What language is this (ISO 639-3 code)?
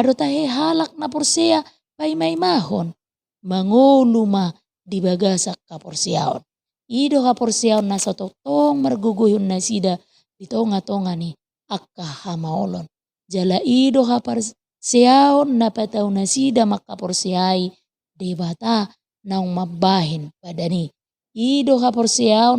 bbc